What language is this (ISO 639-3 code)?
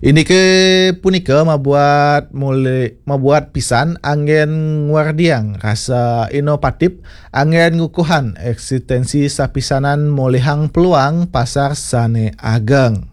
ban